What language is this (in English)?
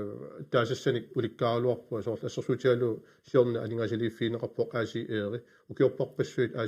Kalaallisut